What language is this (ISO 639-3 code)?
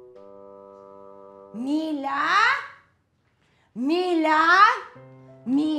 fil